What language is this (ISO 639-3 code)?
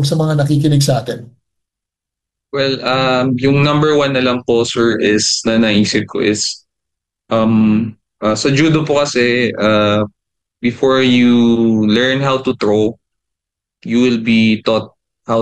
fil